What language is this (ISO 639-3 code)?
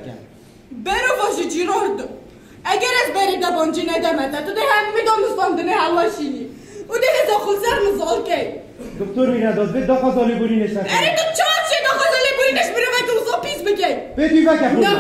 kur